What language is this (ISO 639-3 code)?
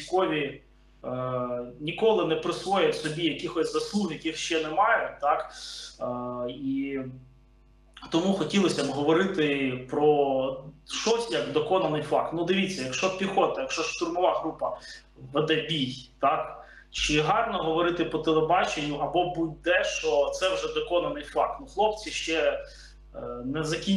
ukr